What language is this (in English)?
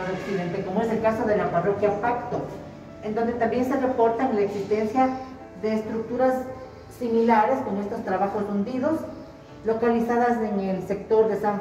Spanish